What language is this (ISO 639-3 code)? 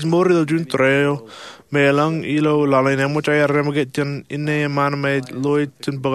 mah